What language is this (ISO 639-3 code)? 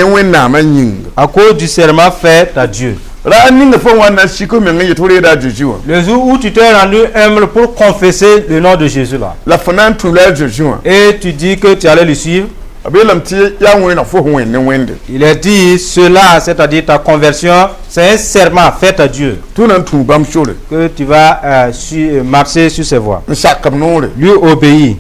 mos